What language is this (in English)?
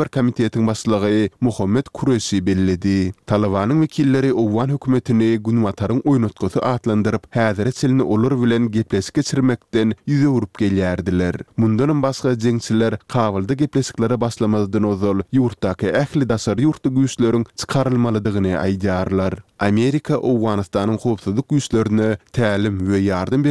Turkmen